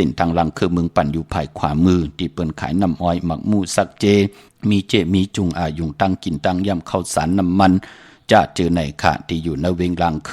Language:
Shan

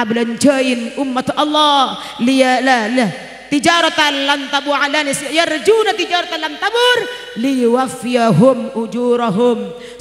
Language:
Madurese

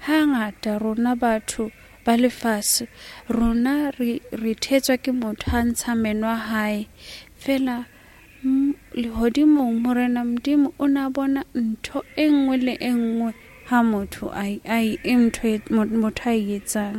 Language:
Southern Sotho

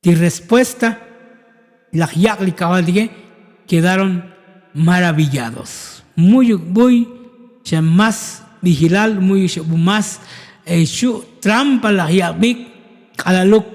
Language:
Tzotzil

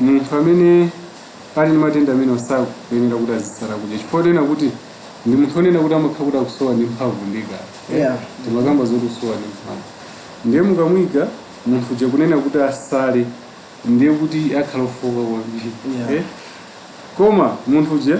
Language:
Nyanja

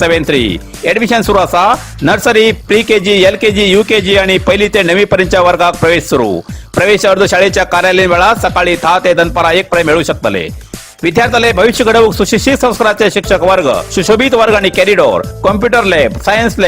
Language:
Konkani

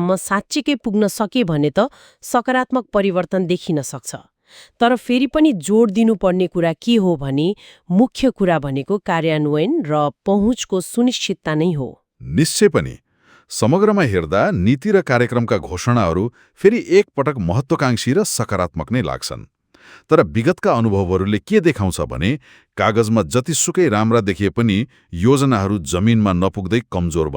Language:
Nepali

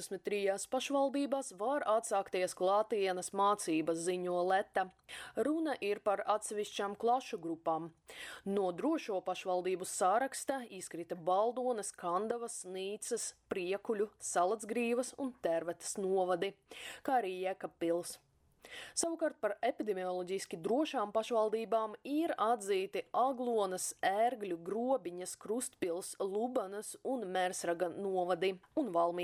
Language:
Latvian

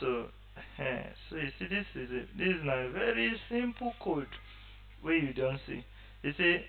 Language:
Nigerian Pidgin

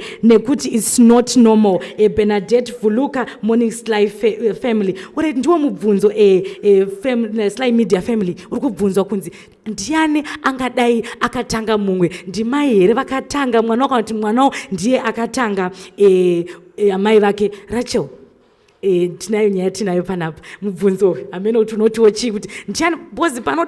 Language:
Shona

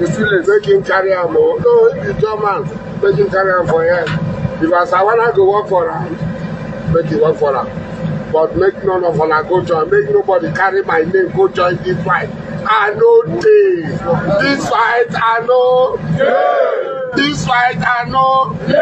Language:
Nigerian Pidgin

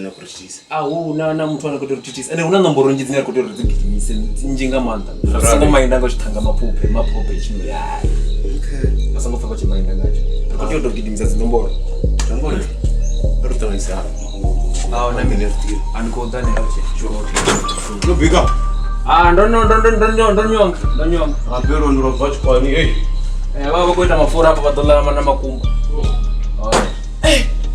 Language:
Venda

